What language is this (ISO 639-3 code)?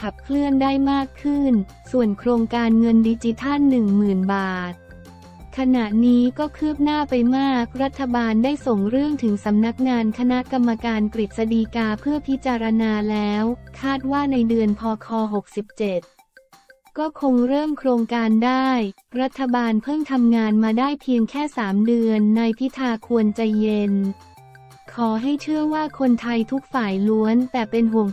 tha